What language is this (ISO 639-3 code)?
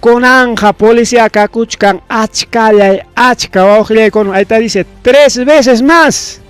quy